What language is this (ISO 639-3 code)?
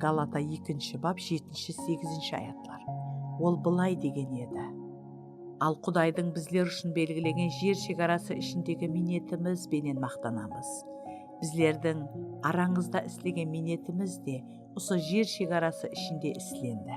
kaa